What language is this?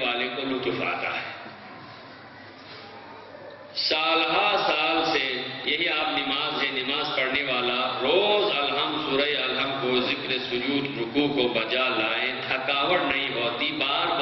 Urdu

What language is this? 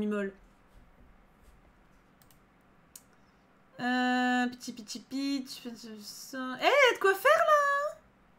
French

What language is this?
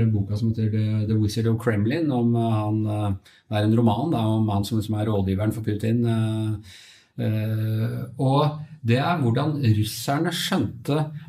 Norwegian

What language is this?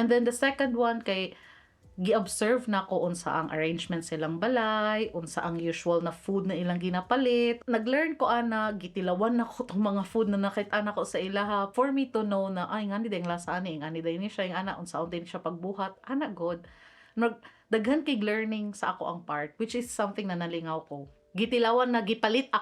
Cebuano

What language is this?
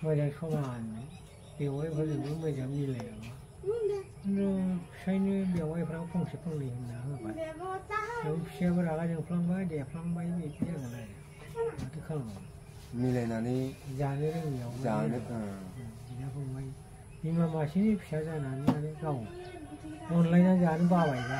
Bodo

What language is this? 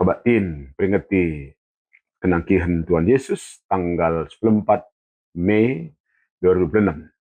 Batak Karo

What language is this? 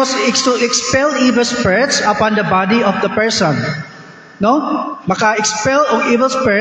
Cebuano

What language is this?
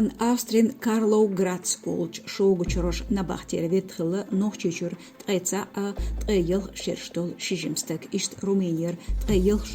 Chechen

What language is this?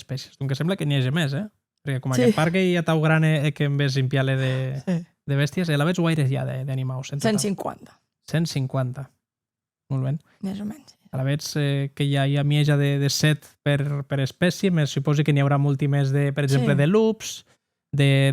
Occitan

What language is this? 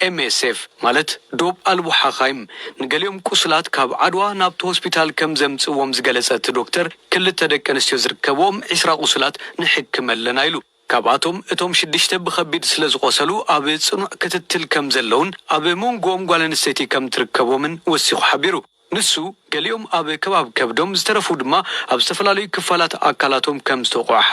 Tigrinya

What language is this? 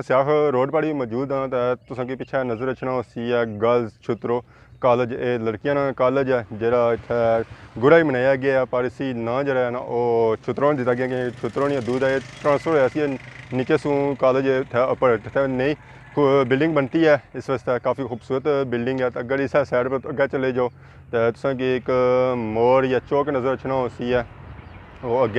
Pahari-Potwari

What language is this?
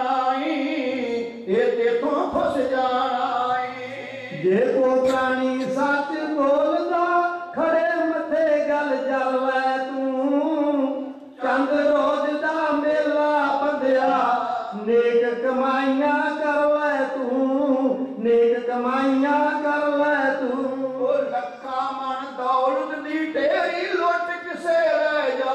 Punjabi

